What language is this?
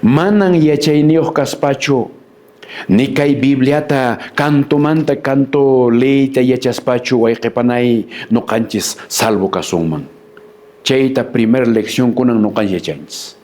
Quechua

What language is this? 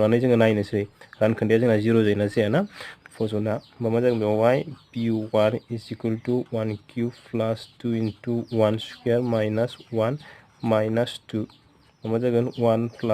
Bodo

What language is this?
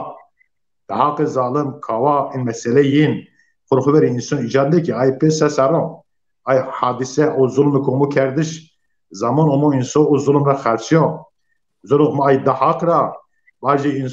Zaza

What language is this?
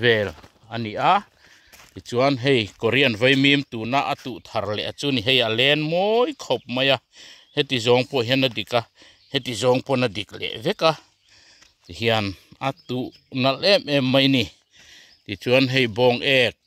Mizo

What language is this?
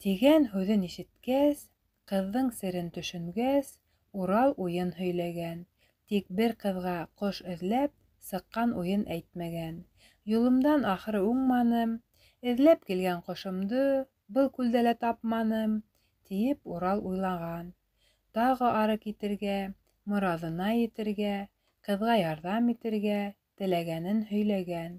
Bashkir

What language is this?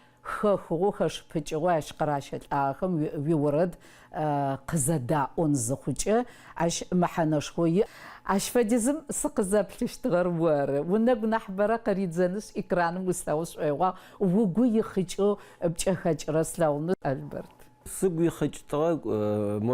Adyghe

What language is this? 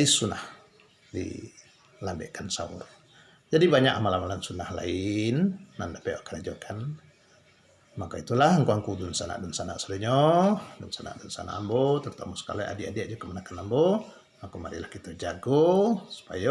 Minangkabau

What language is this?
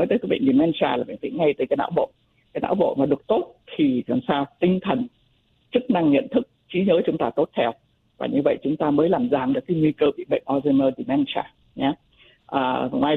Vietnamese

